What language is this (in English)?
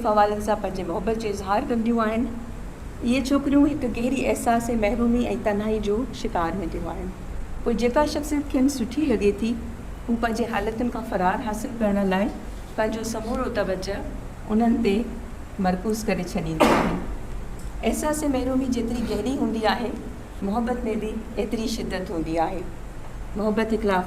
Sindhi